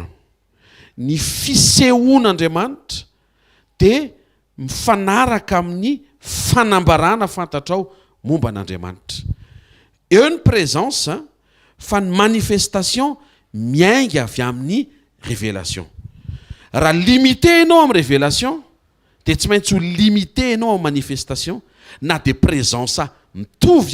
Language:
Malagasy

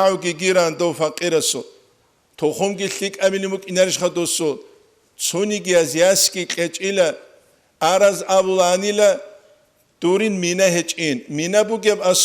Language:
Avaric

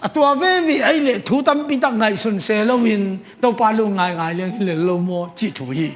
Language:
Tedim Chin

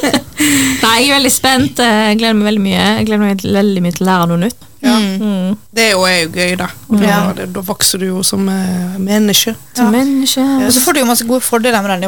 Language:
Norwegian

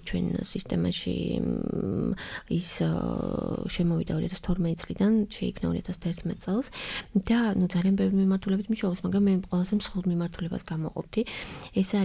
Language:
Georgian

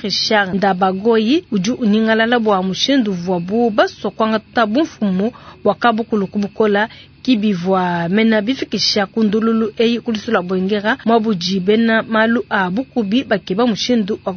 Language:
Luba-Lulua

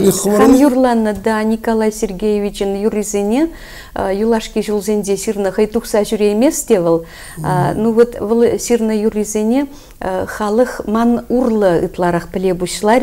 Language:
Chuvash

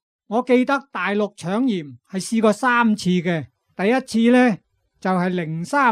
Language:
Cantonese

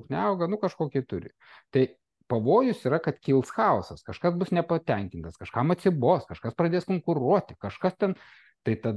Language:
Lithuanian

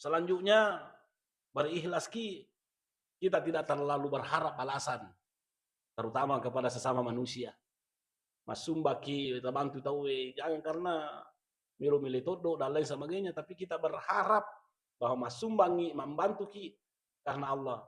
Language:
Buginese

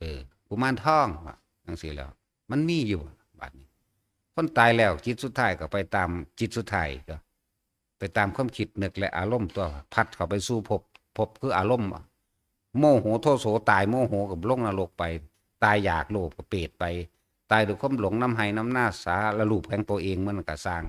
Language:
Northeastern Thai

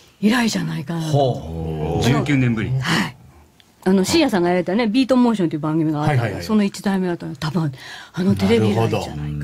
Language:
Japanese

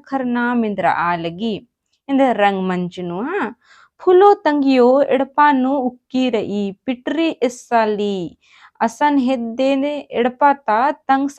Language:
Kurukh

